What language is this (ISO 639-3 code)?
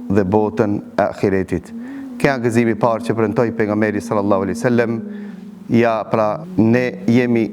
sqi